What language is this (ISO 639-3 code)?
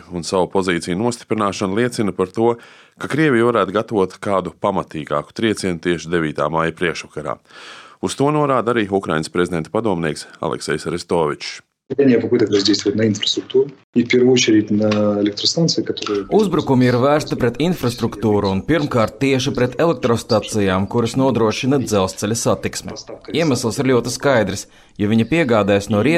lav